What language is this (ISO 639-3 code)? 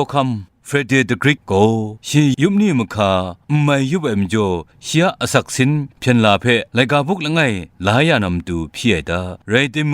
kac